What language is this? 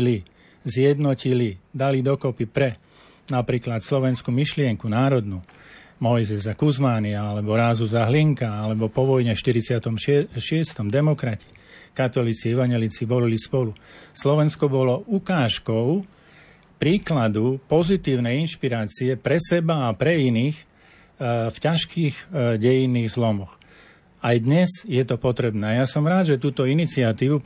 Slovak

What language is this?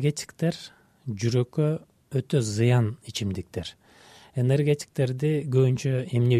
Kyrgyz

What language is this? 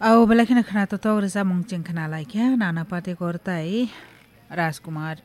Kok Borok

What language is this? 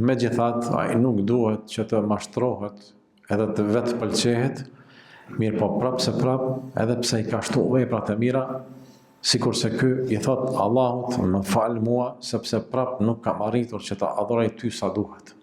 Albanian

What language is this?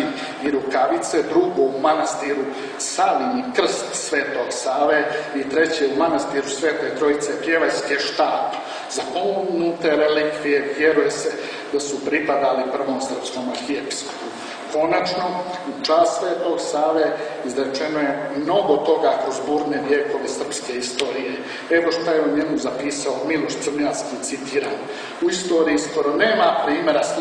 Serbian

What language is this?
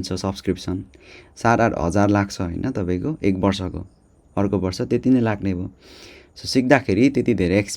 Nepali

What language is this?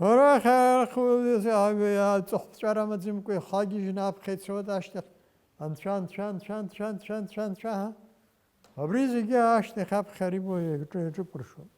Abkhazian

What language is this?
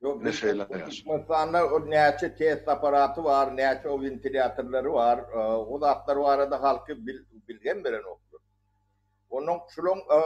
Turkmen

